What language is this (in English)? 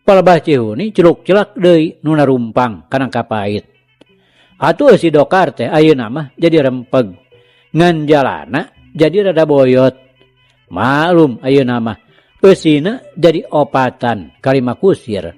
Sundanese